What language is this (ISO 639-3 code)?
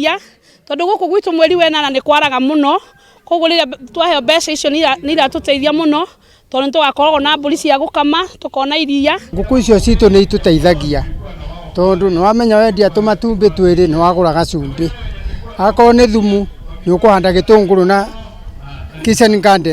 kik